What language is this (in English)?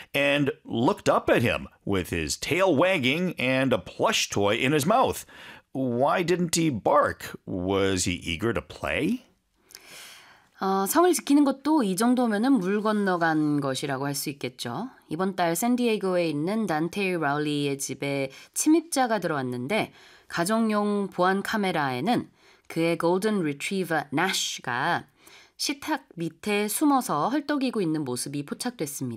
Korean